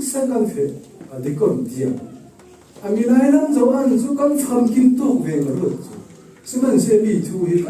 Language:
Falam Chin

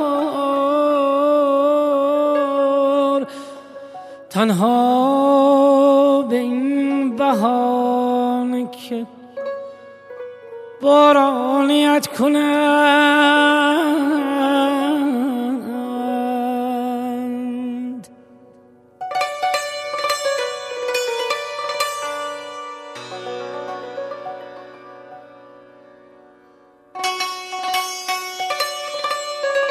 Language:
Persian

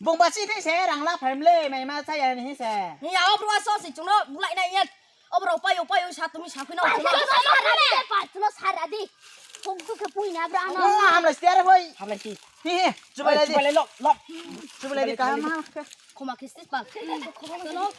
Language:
Riang (India)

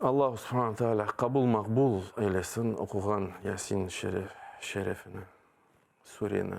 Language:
Crimean Tatar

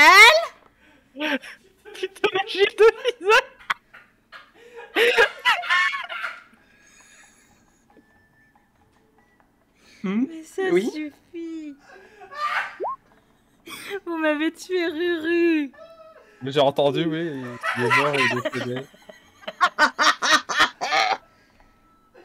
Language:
French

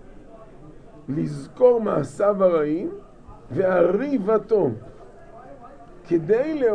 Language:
Hebrew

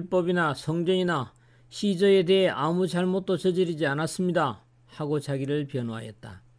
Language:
Korean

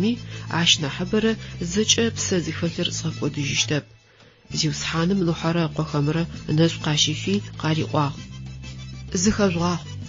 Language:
Adyghe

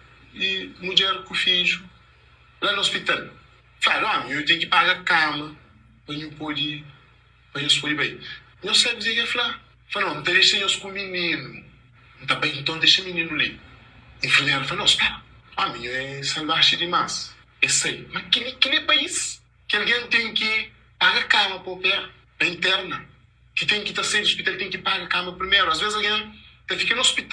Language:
Kabuverdianu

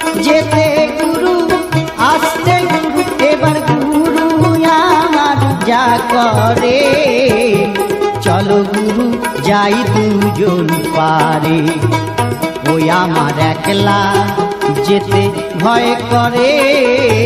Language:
Bangla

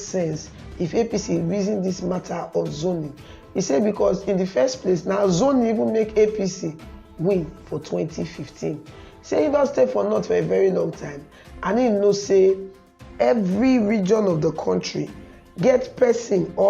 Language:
Nigerian Pidgin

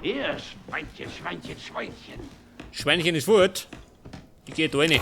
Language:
Bavarian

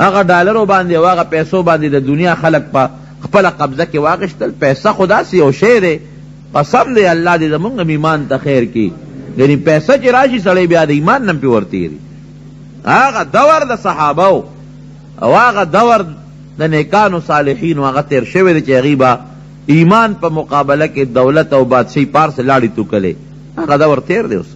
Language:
Pashto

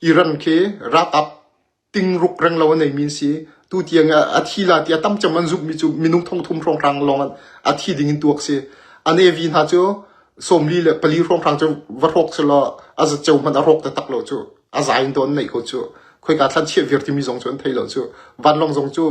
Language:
Hakha Chin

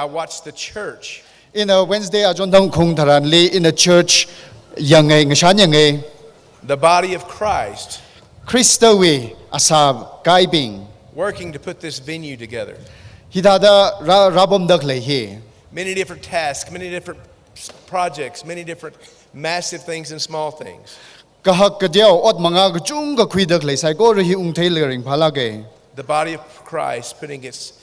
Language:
Tangkhul Naga (India)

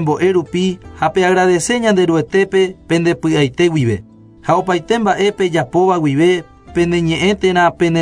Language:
Guarani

